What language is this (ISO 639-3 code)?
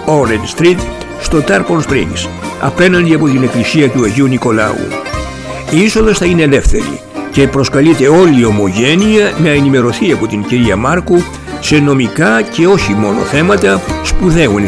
ell